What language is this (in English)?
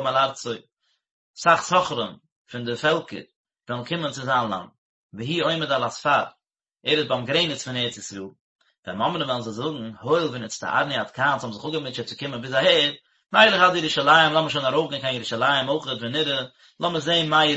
Yiddish